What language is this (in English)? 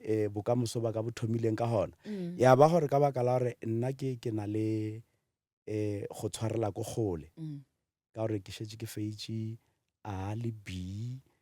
Northern Sotho